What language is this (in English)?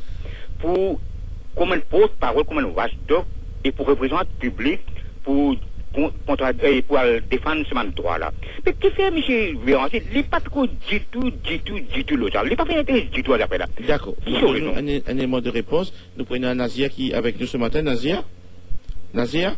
Morisyen